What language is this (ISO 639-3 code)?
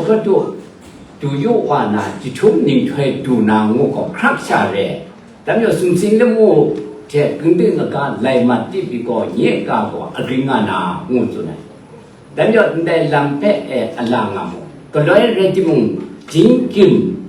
kac